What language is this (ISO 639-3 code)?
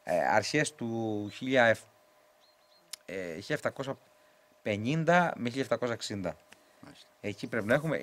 ell